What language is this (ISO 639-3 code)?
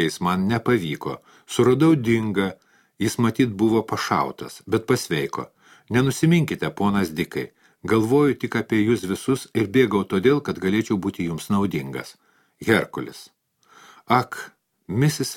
lit